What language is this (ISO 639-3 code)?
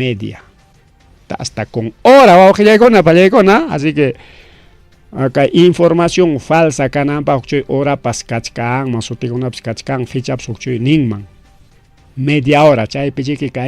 quy